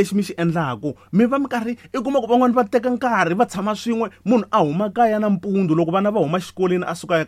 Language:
Tsonga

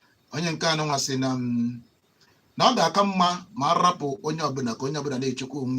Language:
Igbo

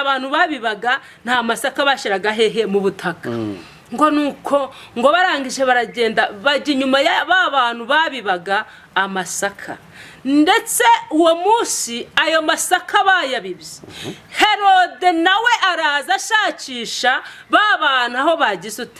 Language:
Kinyarwanda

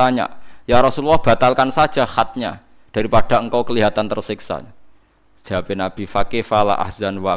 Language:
Javanese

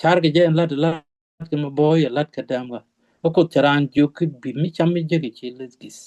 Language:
Nuer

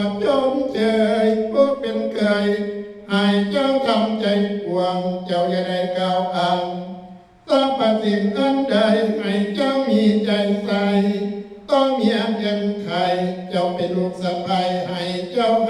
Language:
Northeastern Thai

